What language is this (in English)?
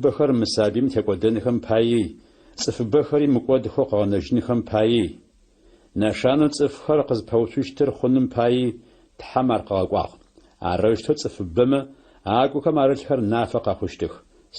Adyghe